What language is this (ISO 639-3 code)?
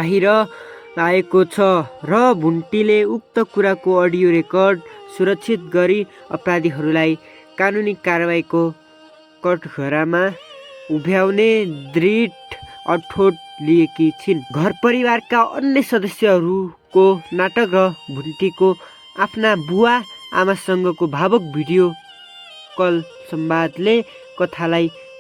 nep